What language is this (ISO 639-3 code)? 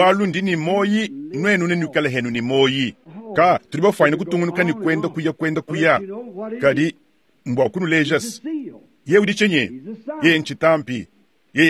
lua